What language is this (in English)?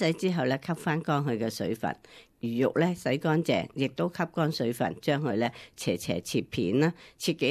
Cantonese